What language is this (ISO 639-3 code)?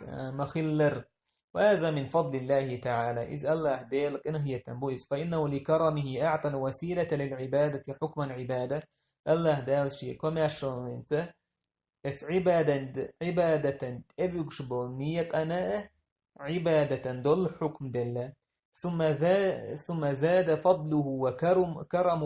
che